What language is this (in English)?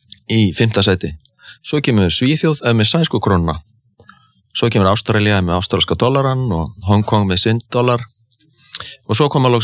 Icelandic